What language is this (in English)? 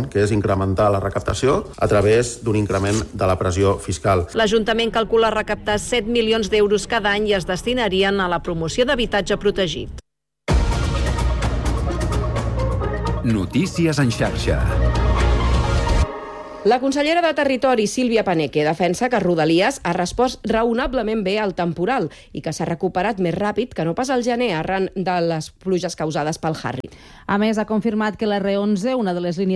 Catalan